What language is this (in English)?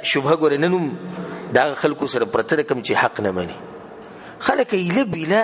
Pashto